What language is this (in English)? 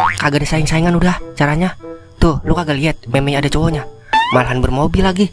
Betawi